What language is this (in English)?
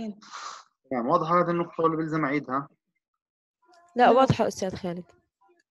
South Levantine Arabic